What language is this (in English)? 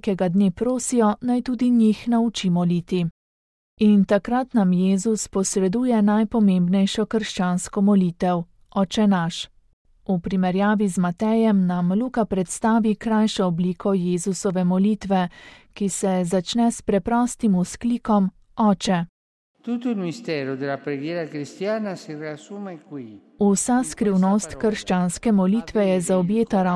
Slovenian